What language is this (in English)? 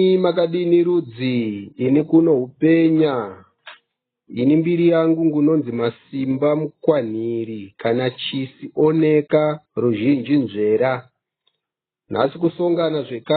Shona